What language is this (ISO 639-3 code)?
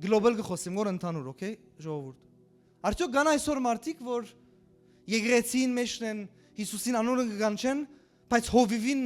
hyw